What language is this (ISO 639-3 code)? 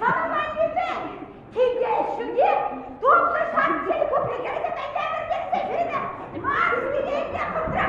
chv